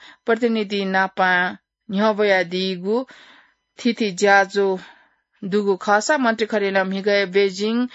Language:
Newari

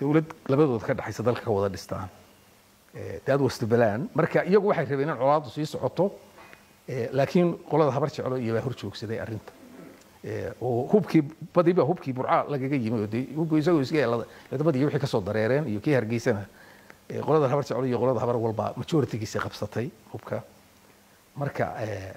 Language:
Somali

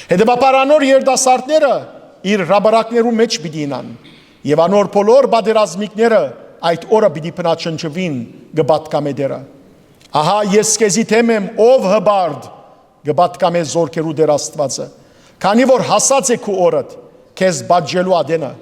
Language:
Western Armenian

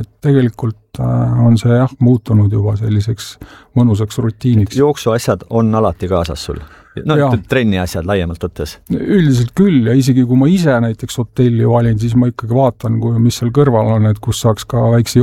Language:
Estonian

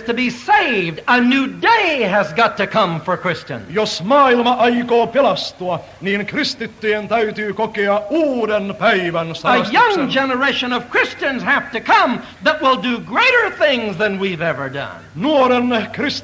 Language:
Finnish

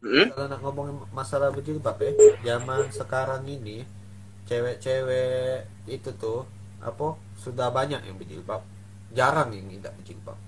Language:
Musi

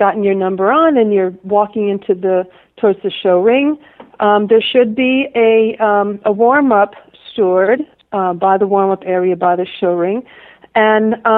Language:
English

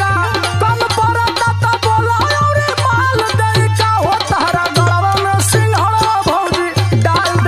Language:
Bhojpuri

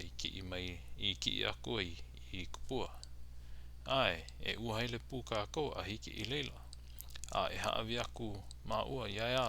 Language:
Hawaiian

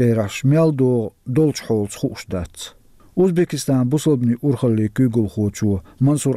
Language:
Chechen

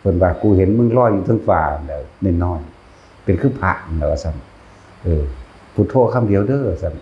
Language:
Northeastern Thai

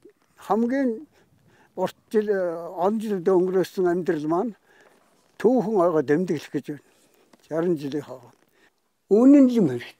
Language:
Mongolian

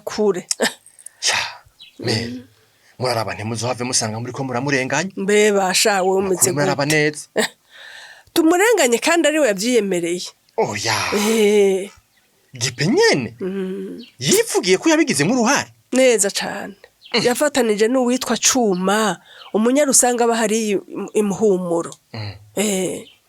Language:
Rundi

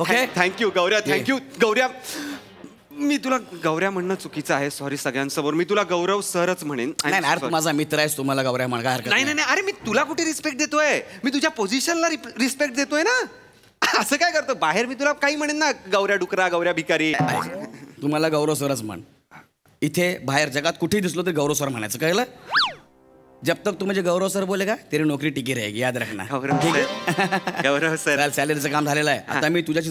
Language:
Marathi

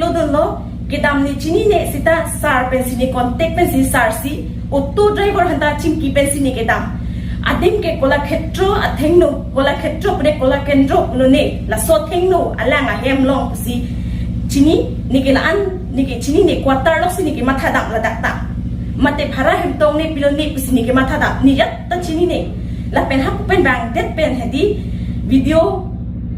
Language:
Karbi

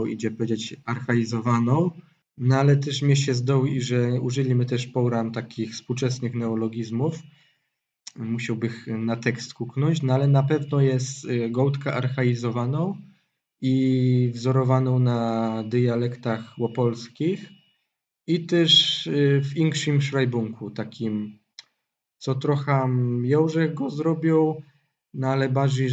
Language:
Silesian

